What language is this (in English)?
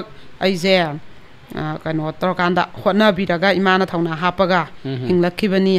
Manipuri